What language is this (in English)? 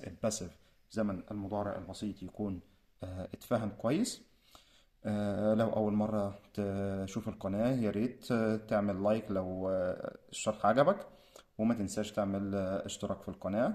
Egyptian Arabic